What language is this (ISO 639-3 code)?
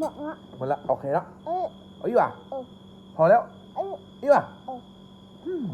lao